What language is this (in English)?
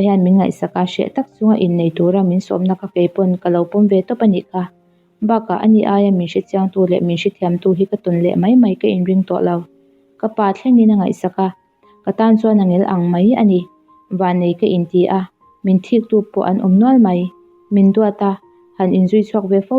Mizo